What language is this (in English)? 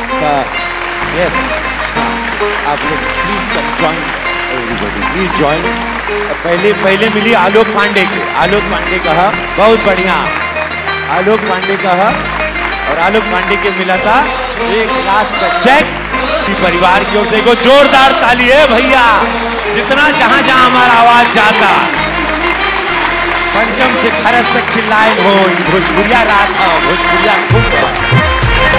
Bhojpuri